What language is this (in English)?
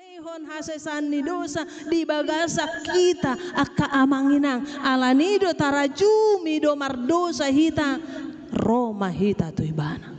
Batak Toba